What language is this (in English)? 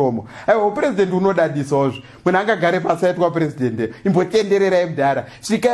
Shona